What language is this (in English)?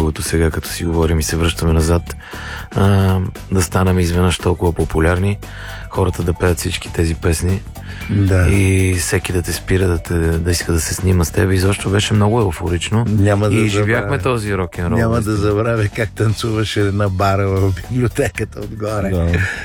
Bulgarian